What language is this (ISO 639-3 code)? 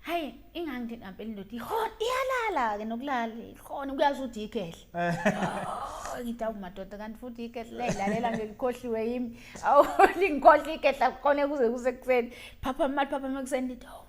zul